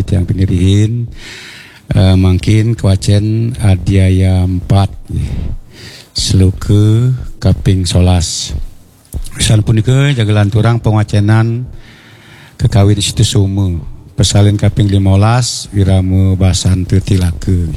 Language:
Balinese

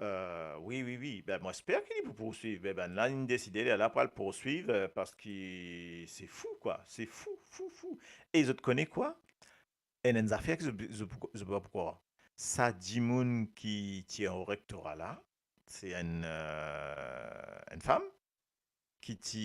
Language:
Morisyen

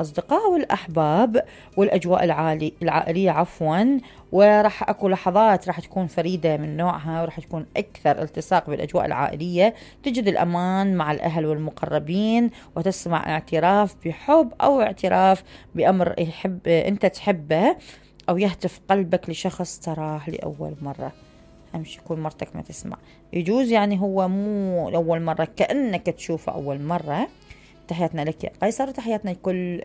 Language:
Mesopotamian Arabic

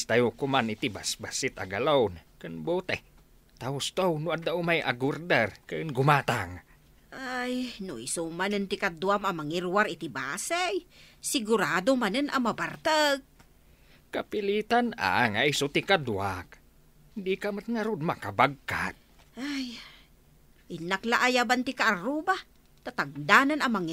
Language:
Iloko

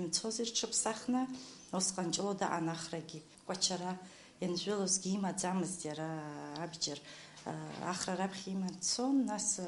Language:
Abkhazian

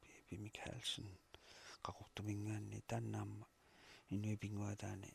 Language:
Kalaallisut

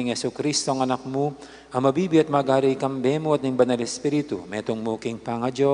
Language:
Pampanga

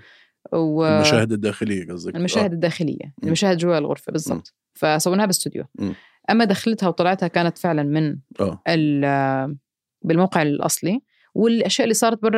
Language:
North Levantine Arabic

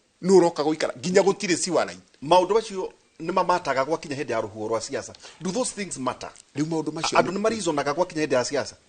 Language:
Kikuyu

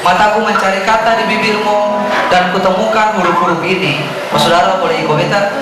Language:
Ambonese Malay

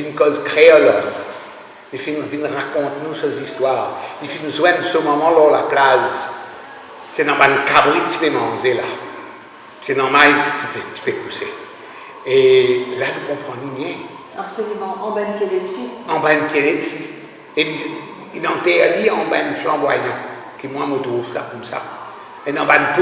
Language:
Morisyen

